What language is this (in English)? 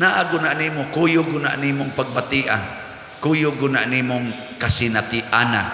Cebuano